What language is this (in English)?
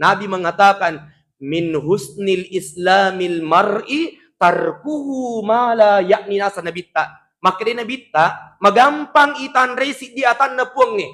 Buginese